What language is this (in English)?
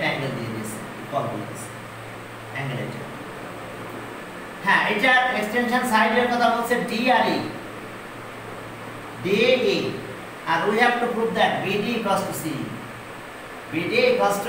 Bangla